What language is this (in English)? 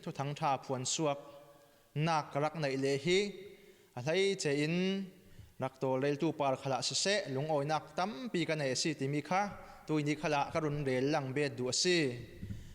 Falam Chin